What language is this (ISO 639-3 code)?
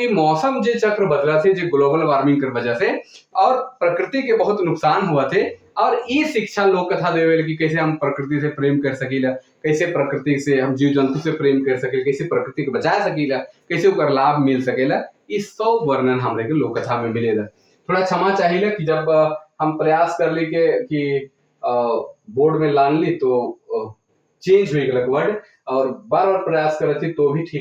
sck